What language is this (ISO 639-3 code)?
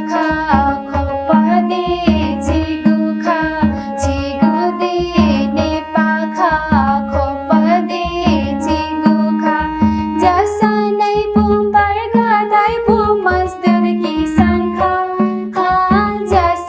new